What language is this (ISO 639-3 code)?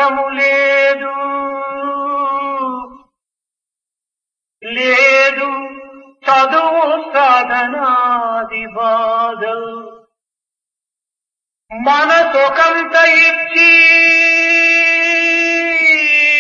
tel